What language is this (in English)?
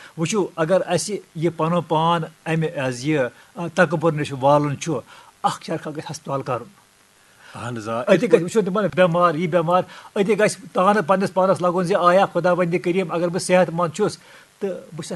Kashmiri